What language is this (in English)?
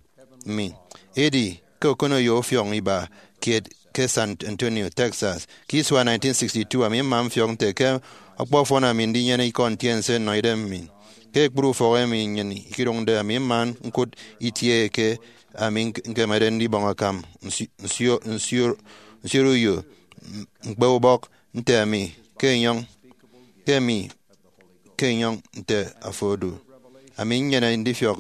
Efik